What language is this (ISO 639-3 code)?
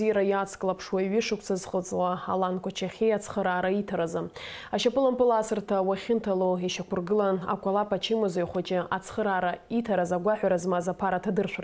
abk